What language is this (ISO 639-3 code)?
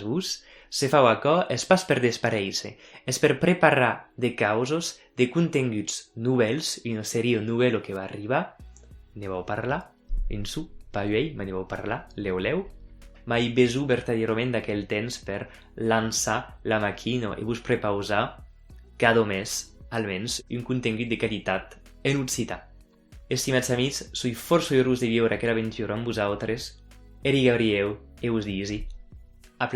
oci